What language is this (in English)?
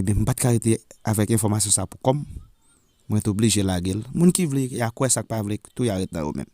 Haitian Creole